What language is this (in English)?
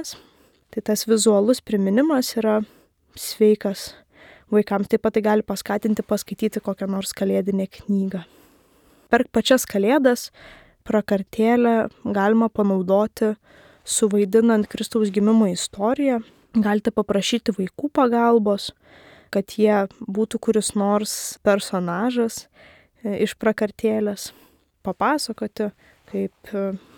Lithuanian